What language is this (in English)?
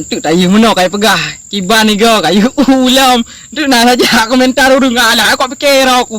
Achinese